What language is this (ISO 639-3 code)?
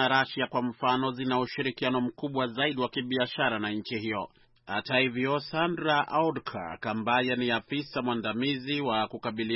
swa